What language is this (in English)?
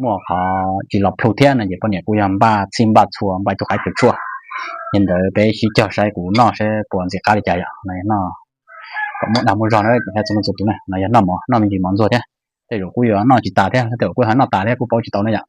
Hmong